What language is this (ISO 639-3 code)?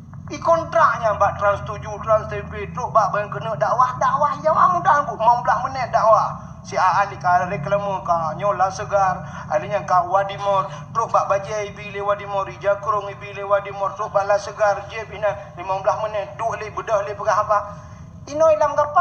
ace